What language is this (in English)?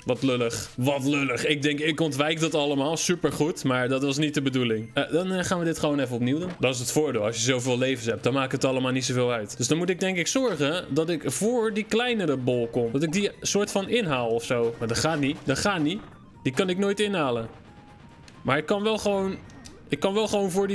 Dutch